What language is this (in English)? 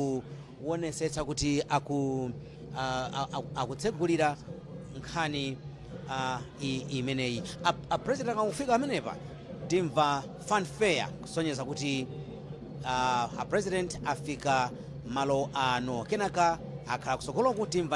Nyanja